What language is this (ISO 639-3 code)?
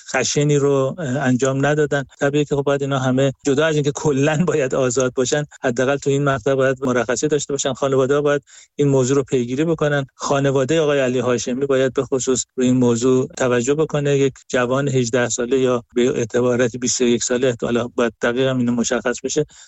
fas